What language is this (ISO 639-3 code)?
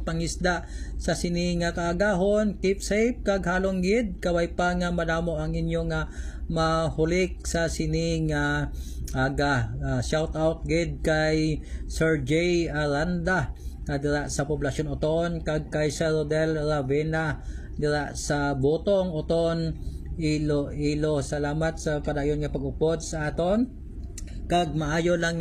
hil